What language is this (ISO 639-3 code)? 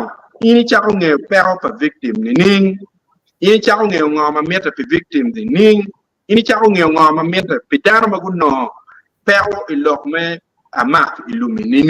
ach